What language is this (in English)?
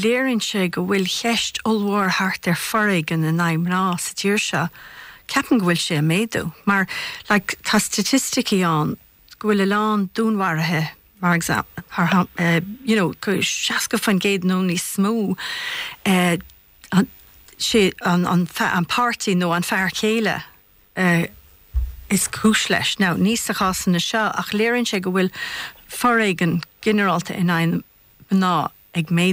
Irish